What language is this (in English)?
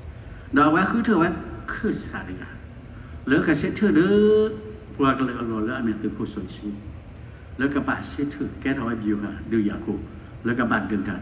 S'gaw Karen